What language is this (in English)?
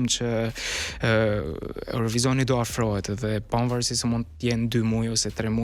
Albanian